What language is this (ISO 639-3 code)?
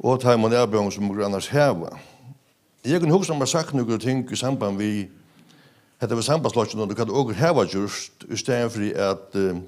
fao